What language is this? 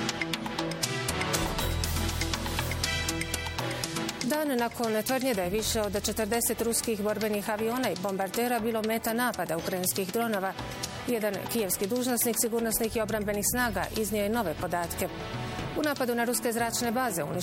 Bosnian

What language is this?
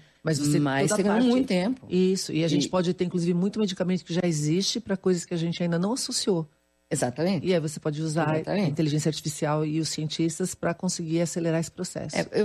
Portuguese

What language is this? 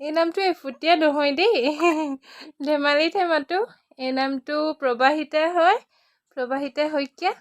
Assamese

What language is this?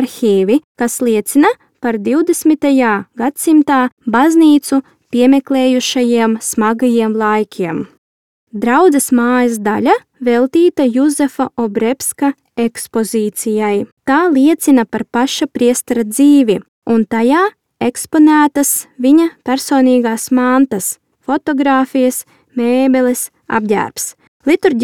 Latvian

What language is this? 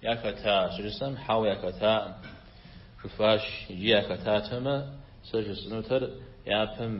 Kabardian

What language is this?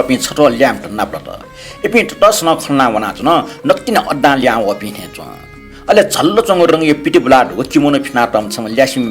Newari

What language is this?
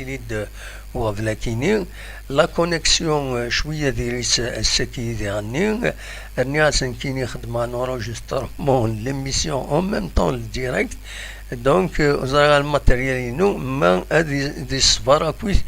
Kabyle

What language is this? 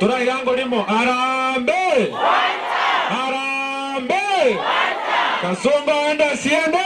Gusii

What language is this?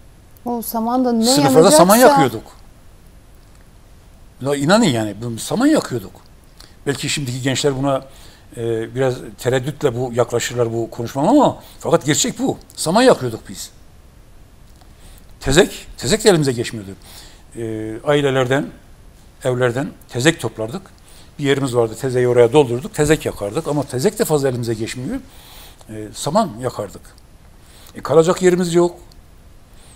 Turkish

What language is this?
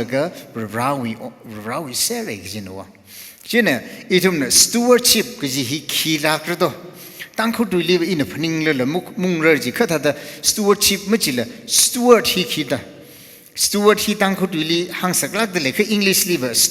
Tangkhul Naga (India)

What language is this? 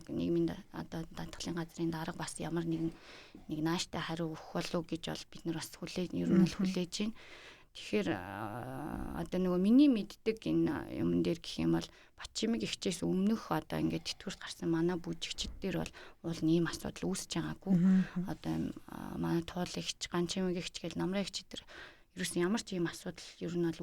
Mongolian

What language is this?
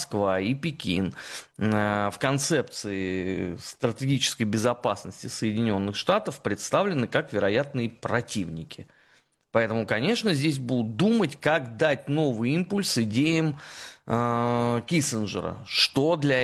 Russian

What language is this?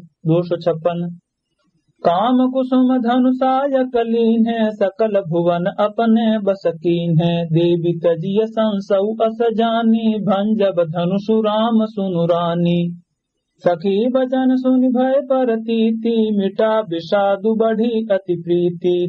Awadhi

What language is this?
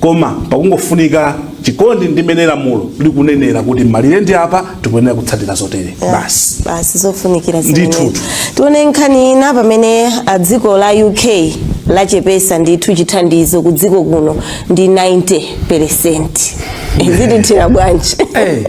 Nyanja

